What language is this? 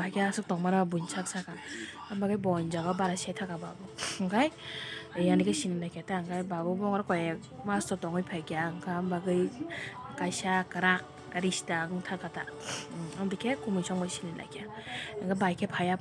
Kok Borok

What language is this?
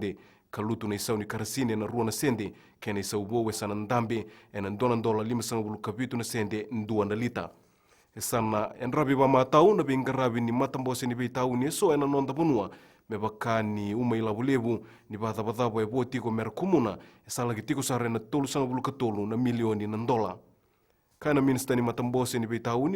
Fijian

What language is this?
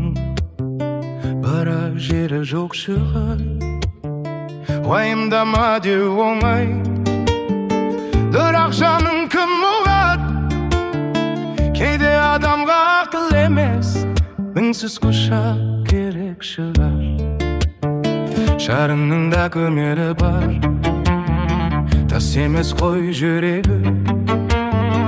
Kazakh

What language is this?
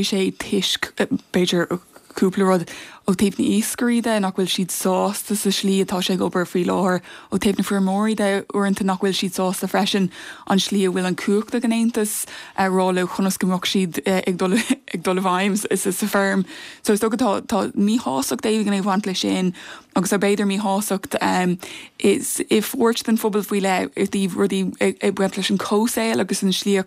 Irish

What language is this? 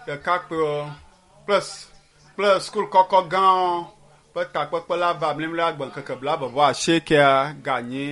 Ewe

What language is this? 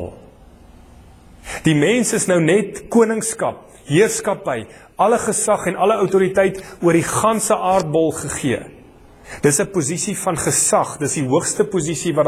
Afrikaans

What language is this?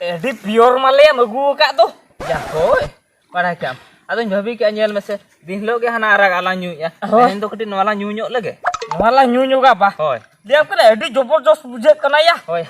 Santali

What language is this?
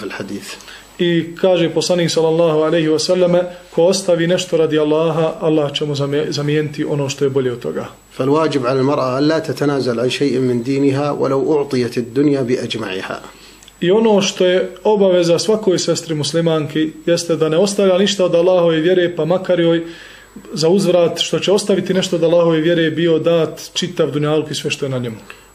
Bosnian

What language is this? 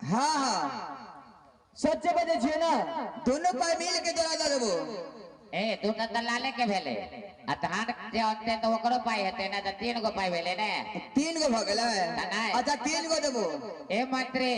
Maithili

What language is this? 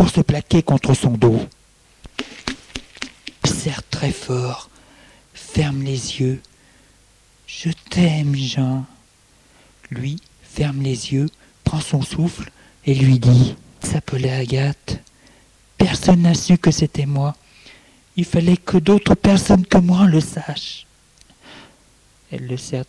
French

